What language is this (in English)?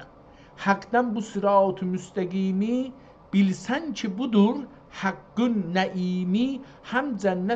South Azerbaijani